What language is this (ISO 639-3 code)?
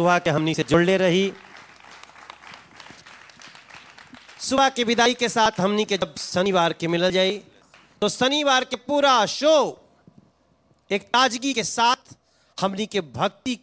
bho